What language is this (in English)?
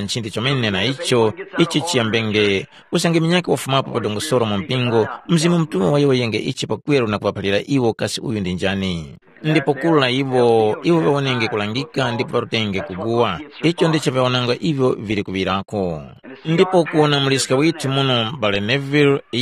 Tumbuka